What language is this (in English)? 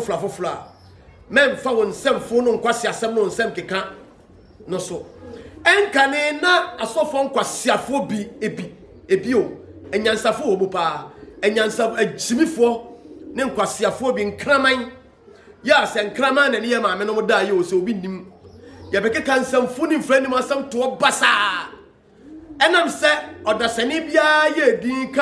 Akan